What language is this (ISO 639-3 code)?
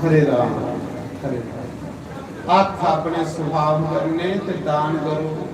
doi